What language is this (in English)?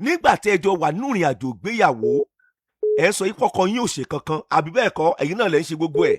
Yoruba